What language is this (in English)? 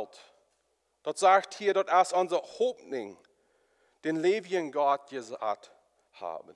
Plautdietsch